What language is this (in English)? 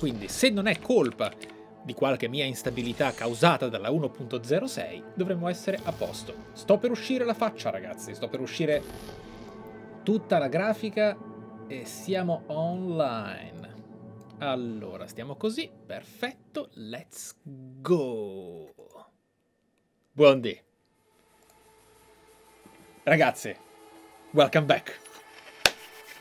Italian